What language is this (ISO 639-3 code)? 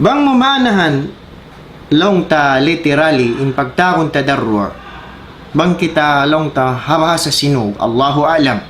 tsg